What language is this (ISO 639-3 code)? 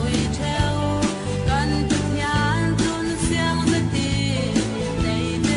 cfm